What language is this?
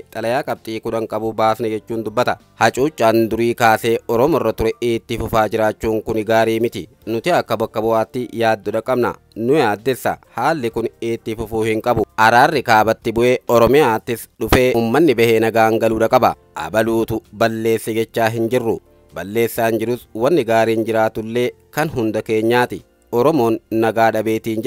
Oromo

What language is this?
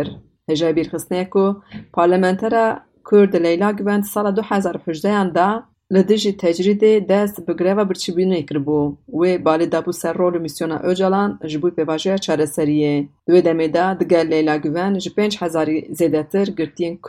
Kurdish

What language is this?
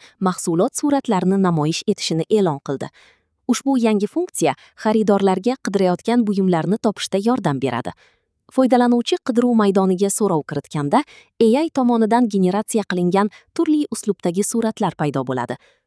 Uzbek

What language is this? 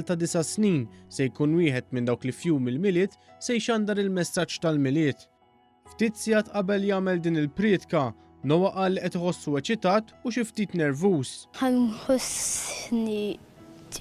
Maltese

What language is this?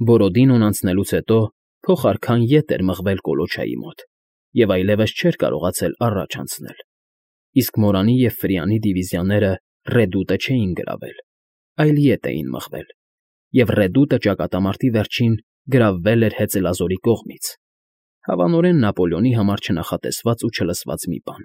Armenian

